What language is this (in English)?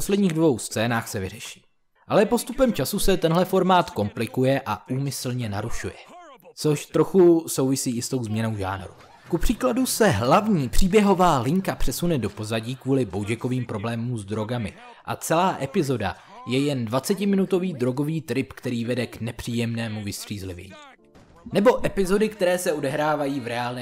Czech